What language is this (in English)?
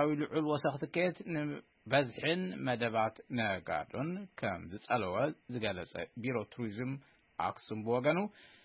Tigrinya